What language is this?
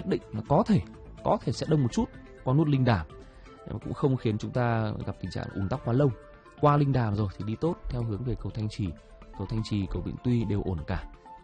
Vietnamese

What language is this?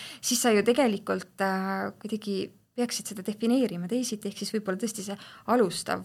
Estonian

